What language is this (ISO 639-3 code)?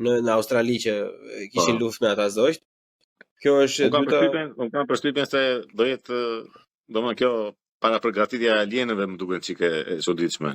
sqi